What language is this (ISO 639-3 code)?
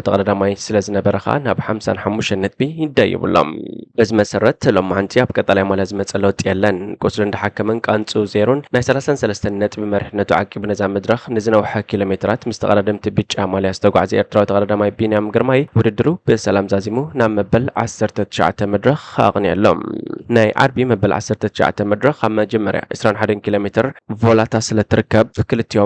tir